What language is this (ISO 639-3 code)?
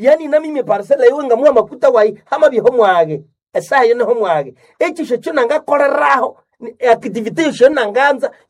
nnb